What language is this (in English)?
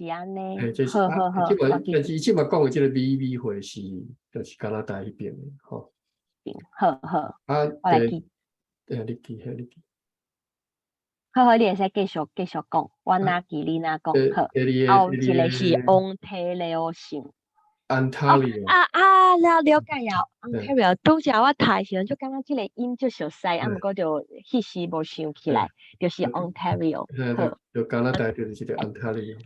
Min Nan Chinese